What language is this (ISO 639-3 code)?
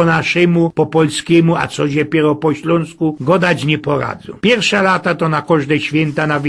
szl